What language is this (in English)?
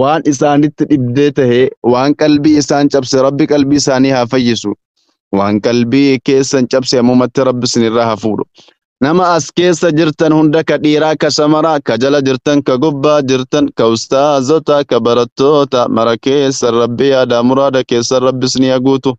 Oromo